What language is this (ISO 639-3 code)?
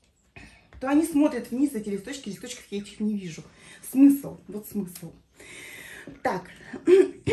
rus